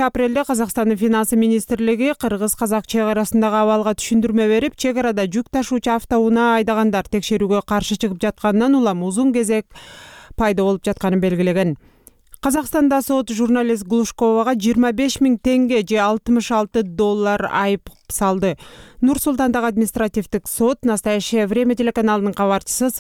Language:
Kyrgyz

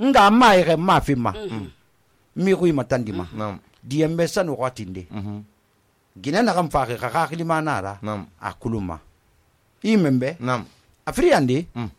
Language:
Susu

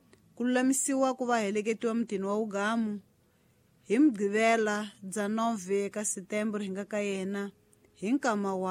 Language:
Tsonga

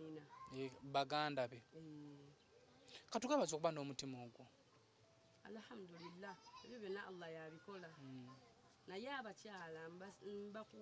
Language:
Ganda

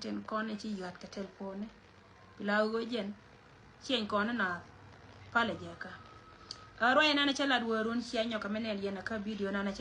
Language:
Nuer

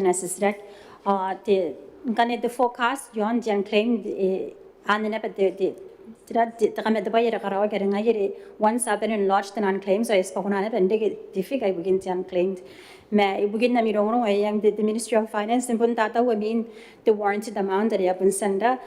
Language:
Gilbertese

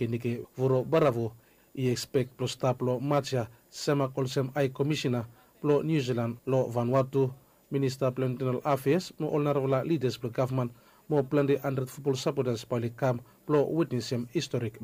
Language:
Bislama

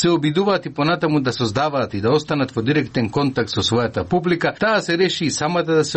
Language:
Macedonian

